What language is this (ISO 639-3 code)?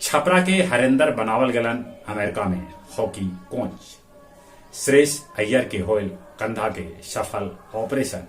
mag